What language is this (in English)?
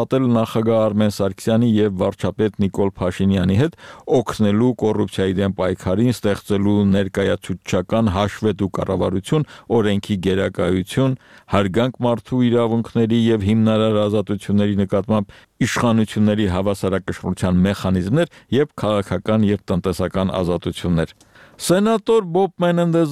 Armenian